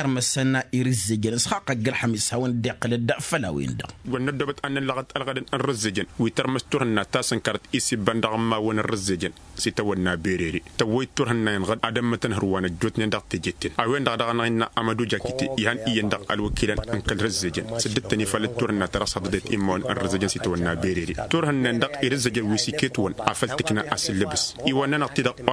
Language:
Tamasheq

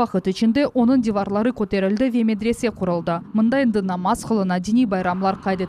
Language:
Crimean Tatar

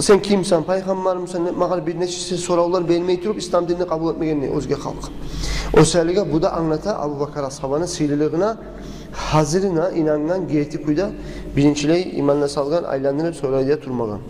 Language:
Kumyk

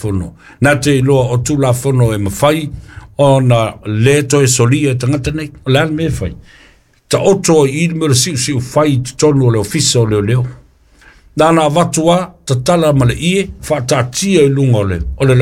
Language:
Samoan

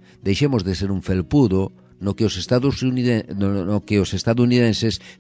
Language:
Galician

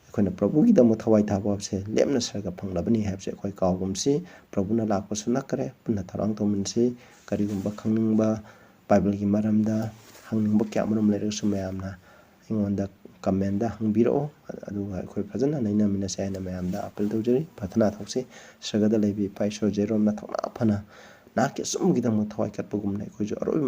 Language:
Manipuri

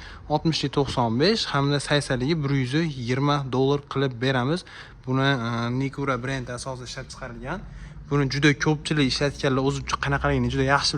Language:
Uzbek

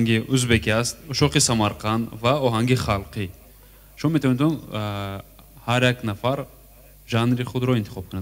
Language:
Tajik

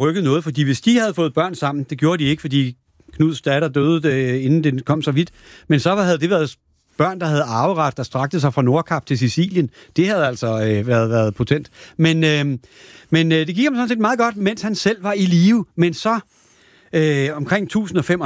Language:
Danish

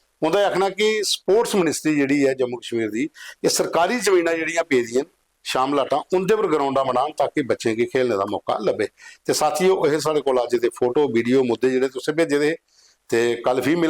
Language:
Dogri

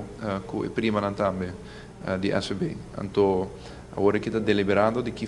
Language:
Papiamento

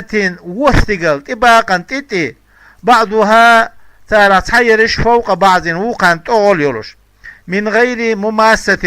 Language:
Chechen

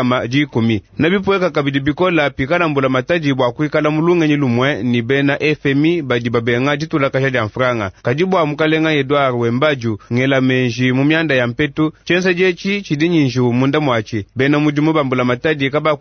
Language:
Luba-Lulua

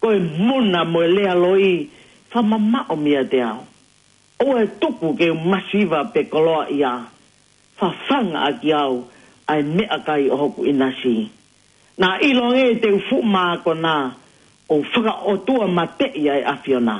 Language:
Tongan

